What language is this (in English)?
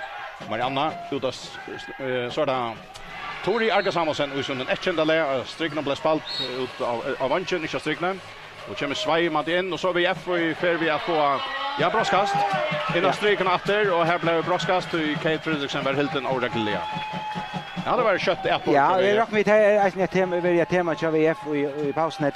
Faroese